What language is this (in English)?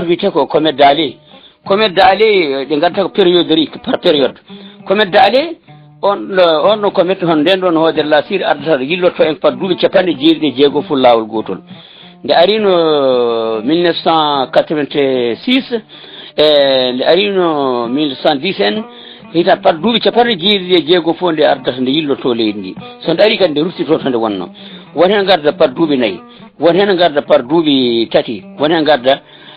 Fula